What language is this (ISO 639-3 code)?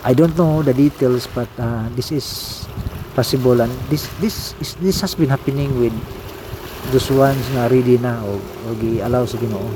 ceb